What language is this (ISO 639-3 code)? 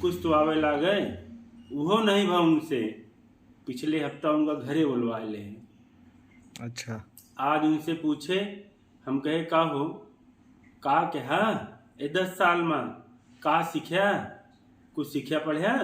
awa